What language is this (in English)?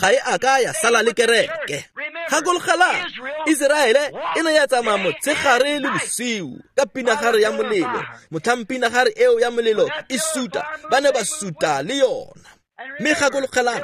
Tswana